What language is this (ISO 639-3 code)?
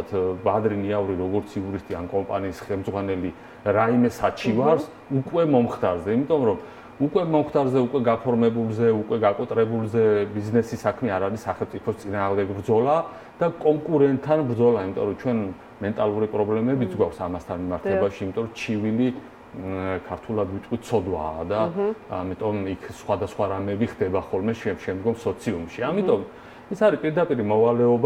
kat